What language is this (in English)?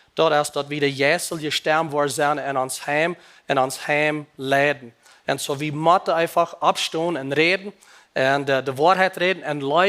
Plautdietsch